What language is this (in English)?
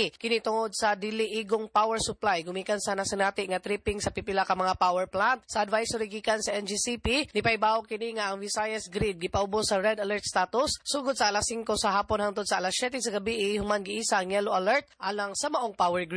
Cebuano